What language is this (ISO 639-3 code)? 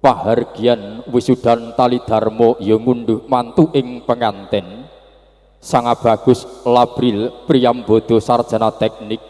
jav